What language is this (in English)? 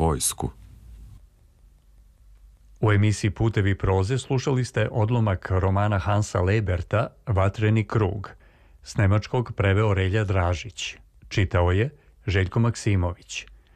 Serbian